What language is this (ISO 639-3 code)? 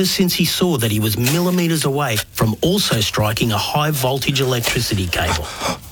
eng